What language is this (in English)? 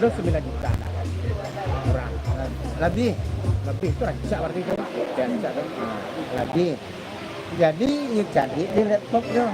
Minangkabau